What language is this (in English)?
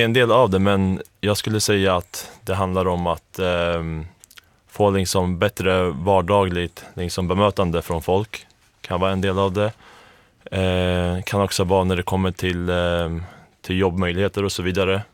Swedish